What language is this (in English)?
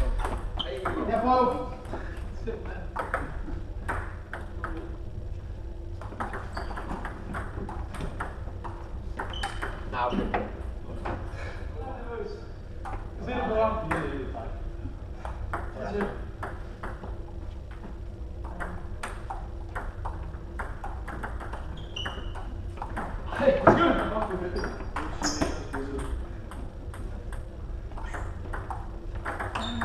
Danish